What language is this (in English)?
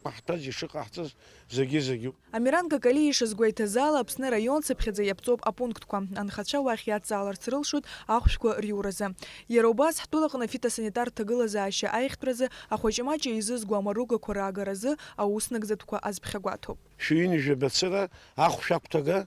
Abkhazian